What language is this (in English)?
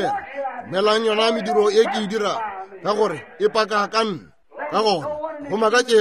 Northern Sotho